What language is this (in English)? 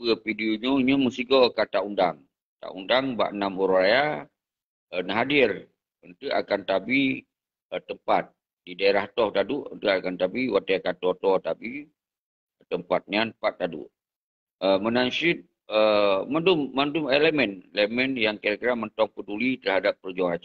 Achinese